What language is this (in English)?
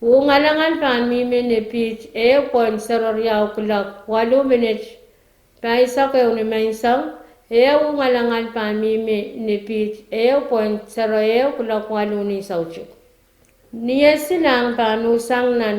Pohnpeian